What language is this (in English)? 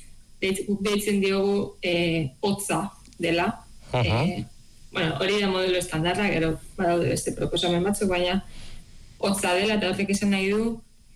Basque